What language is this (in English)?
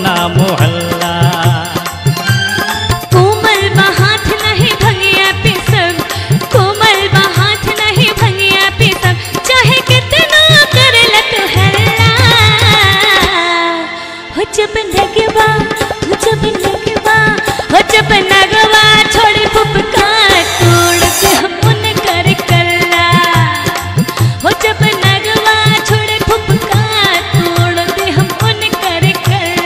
Bhojpuri